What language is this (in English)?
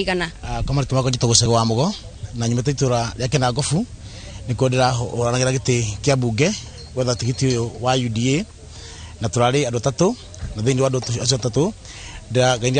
Kikuyu